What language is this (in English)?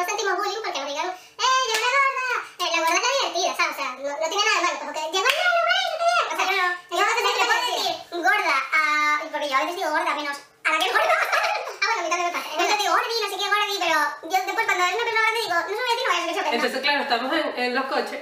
Spanish